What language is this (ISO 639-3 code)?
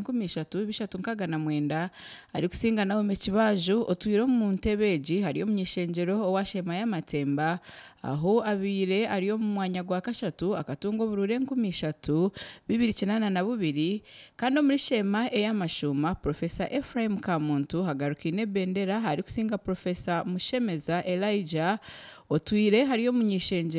nyn